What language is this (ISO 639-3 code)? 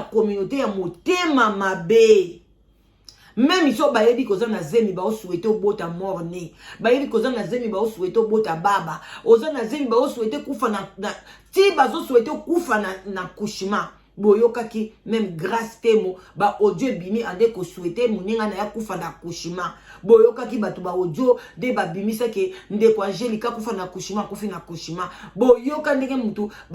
lin